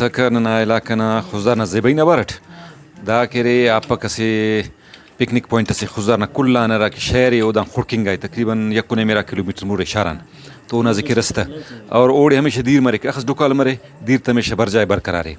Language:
Brahui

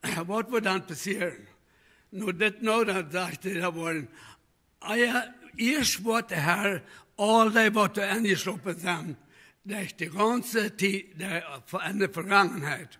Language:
Plautdietsch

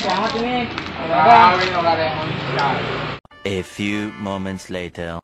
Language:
Betawi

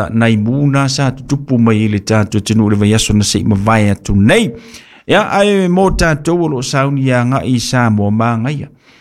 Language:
Samoan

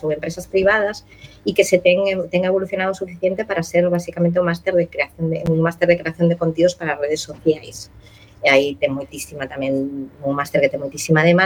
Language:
Galician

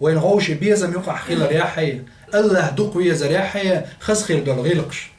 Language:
Chechen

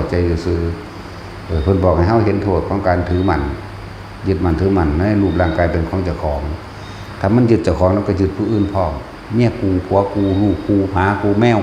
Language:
Northeastern Thai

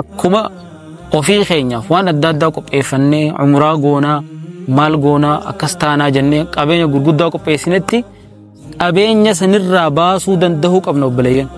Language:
Oromo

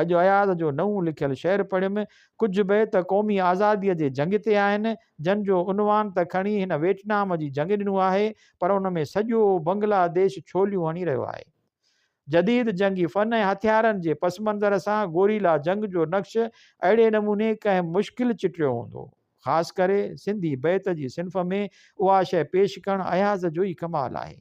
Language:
Sindhi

